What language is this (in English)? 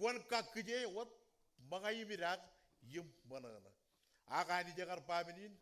Marshallese